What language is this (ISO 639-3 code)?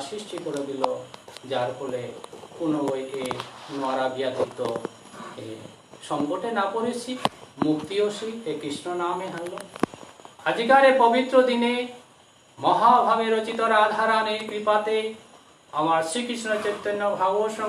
bpy